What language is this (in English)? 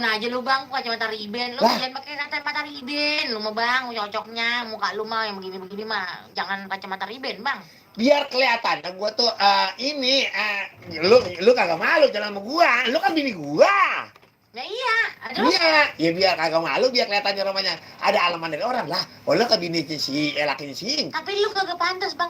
Betawi